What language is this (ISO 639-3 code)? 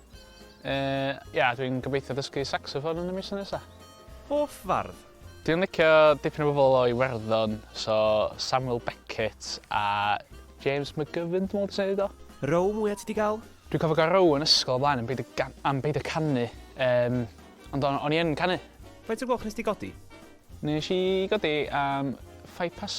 cym